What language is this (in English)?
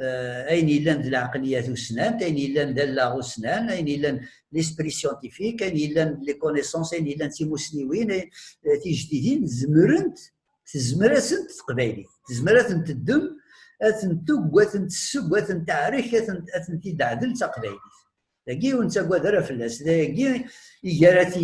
Kabyle